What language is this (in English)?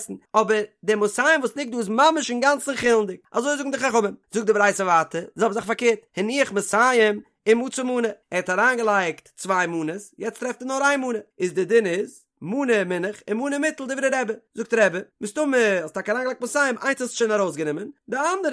Yiddish